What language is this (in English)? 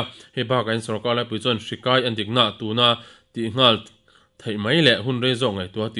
Mizo